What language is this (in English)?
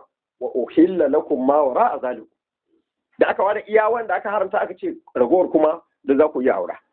Hausa